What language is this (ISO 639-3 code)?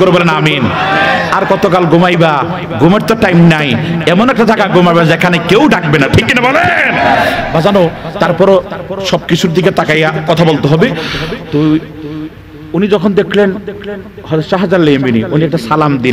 ben